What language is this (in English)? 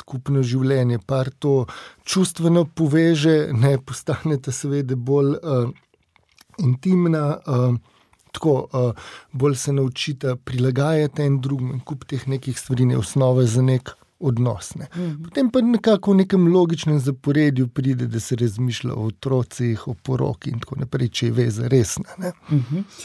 Slovenian